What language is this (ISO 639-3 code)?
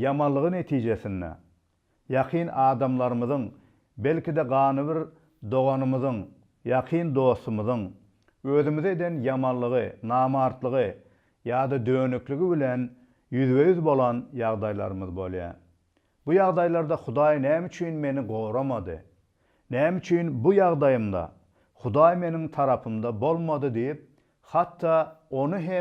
tuk